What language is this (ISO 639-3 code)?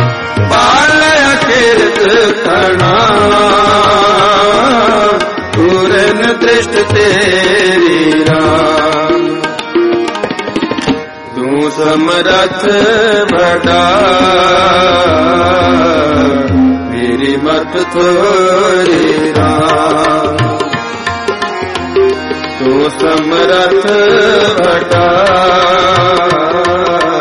pan